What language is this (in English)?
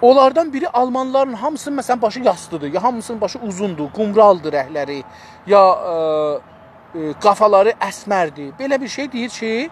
South Azerbaijani